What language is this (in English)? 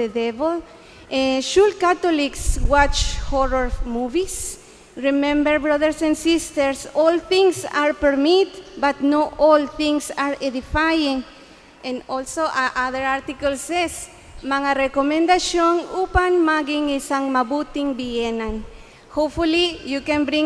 Bikol